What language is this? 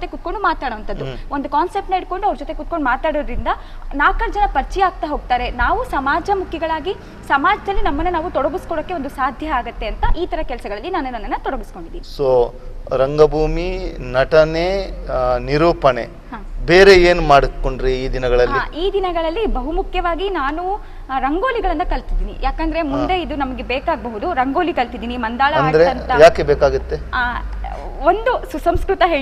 Kannada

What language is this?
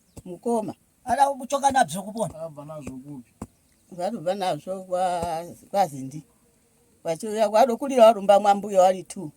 Shona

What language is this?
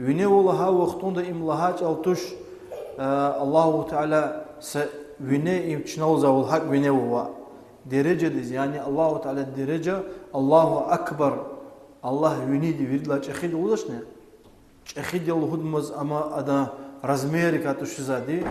Lezghian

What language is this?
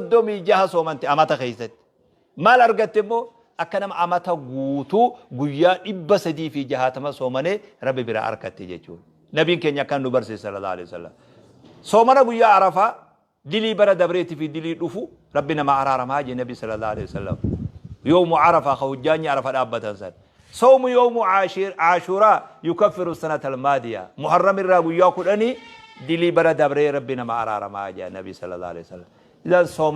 Oromo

